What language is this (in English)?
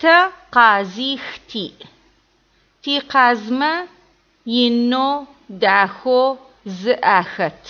Adyghe